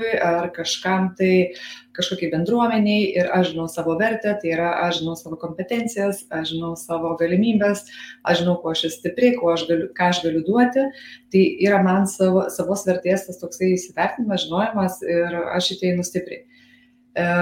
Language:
Lithuanian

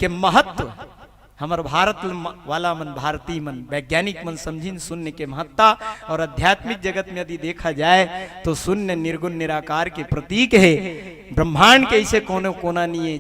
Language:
Chhattisgarhi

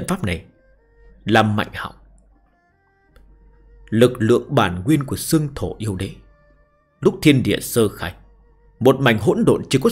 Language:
Vietnamese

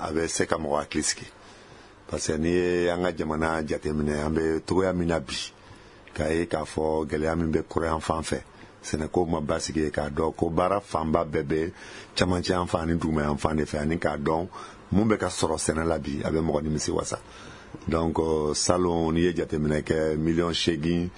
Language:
Bambara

